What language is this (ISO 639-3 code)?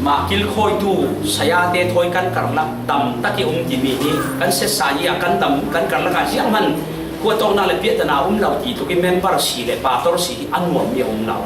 cfm